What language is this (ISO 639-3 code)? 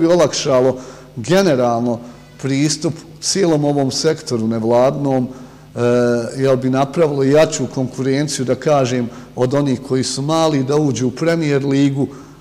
bos